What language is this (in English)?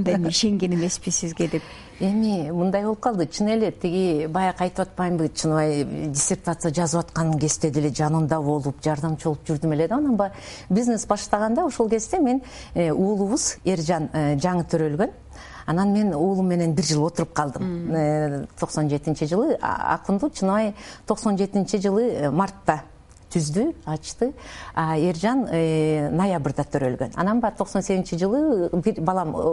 Kyrgyz